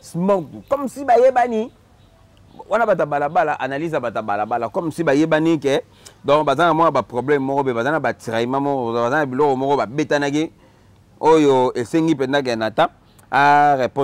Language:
Lingala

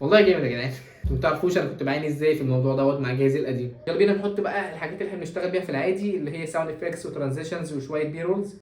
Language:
Egyptian Arabic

